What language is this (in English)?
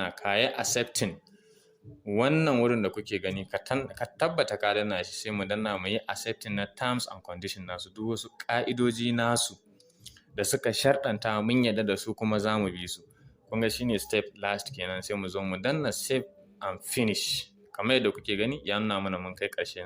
Hausa